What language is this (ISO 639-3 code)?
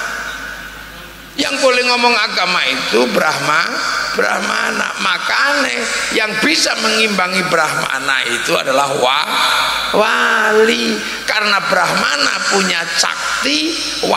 ind